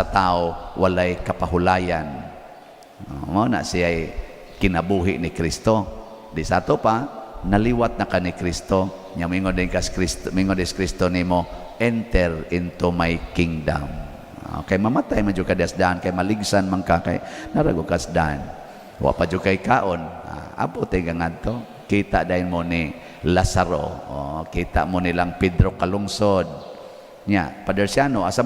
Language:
Cebuano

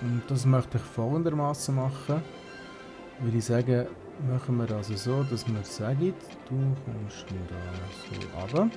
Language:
Swiss German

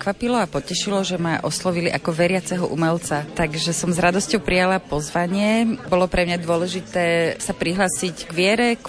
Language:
Slovak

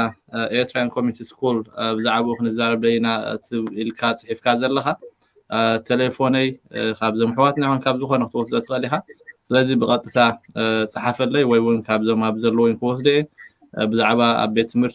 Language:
Tigrinya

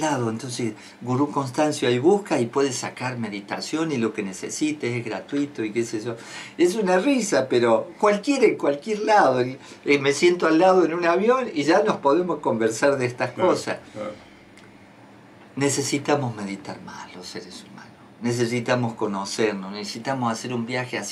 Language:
Spanish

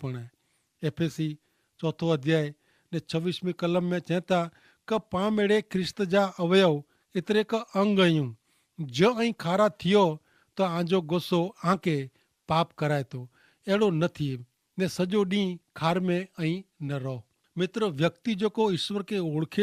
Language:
Kachhi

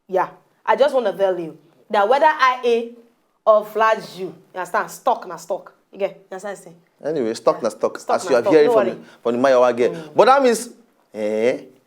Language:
Nigerian Pidgin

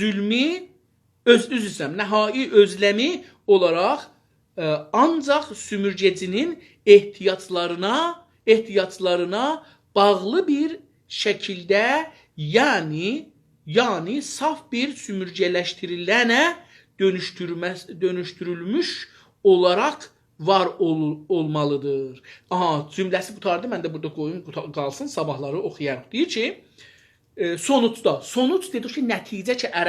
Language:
South Azerbaijani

